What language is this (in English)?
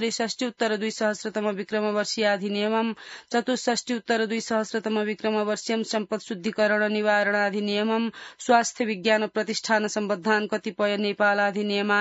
Sanskrit